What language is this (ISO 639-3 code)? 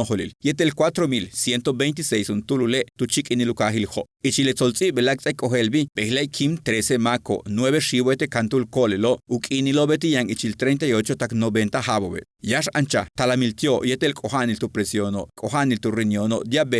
yua